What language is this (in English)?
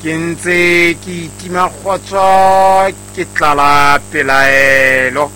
Southern Sotho